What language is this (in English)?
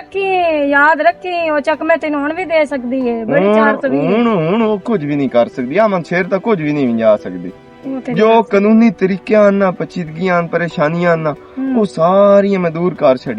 Western Panjabi